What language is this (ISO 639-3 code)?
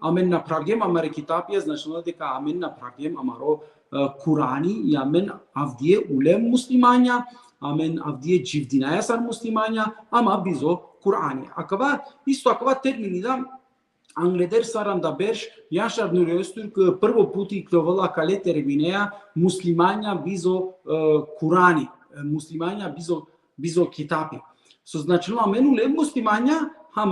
rmn